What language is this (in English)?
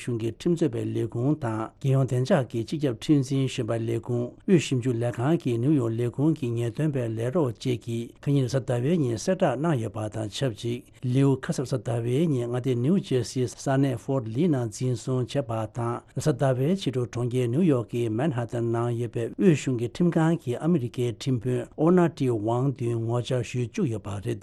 Tibetan